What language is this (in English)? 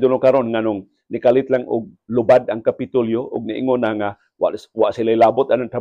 Cebuano